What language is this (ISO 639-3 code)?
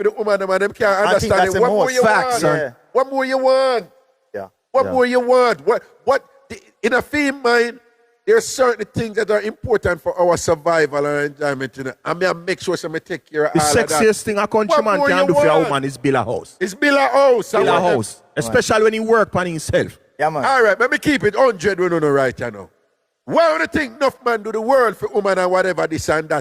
jam